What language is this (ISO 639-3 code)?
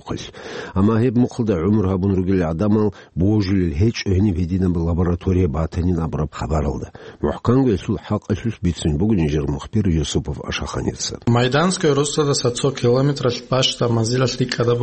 ava